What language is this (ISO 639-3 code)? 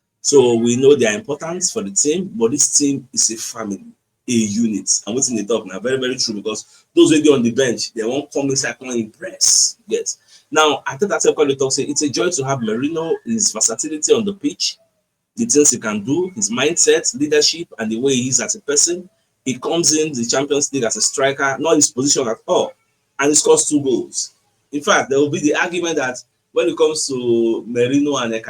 pcm